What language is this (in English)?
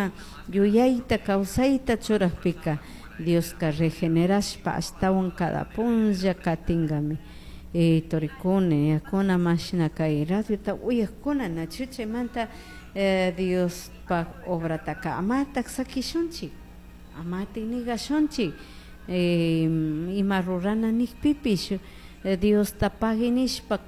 Chimborazo Highland Quichua